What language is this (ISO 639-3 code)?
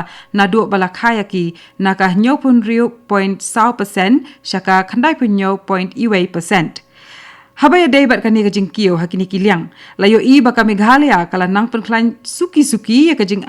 kha